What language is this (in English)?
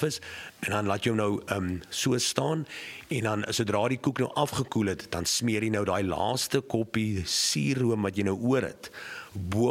Afrikaans